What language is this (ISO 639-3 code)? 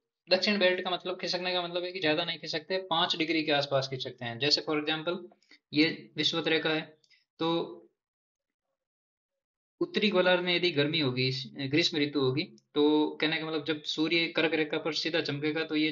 hin